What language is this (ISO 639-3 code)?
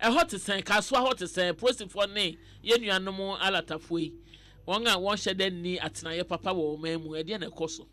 aka